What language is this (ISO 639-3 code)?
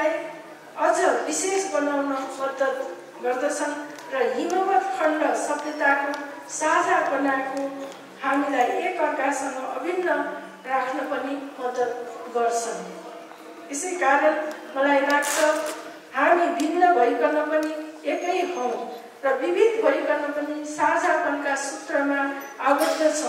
nep